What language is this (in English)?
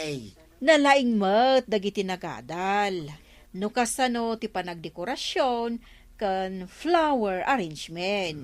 Iloko